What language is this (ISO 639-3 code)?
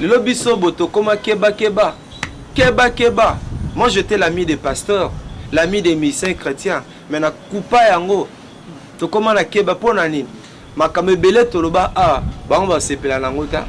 lin